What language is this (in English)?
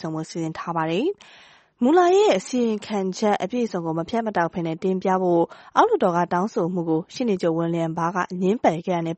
Burmese